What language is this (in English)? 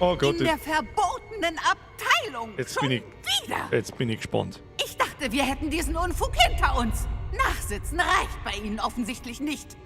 Bavarian